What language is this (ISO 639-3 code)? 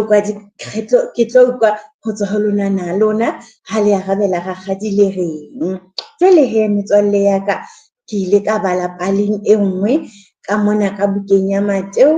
sot